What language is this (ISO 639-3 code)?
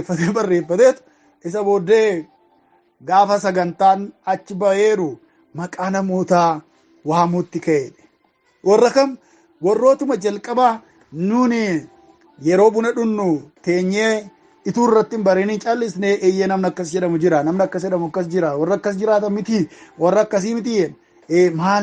orm